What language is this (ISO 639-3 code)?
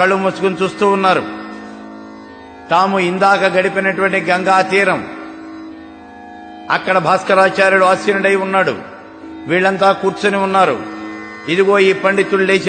tel